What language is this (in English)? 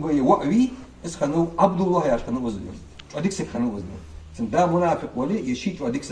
Ingush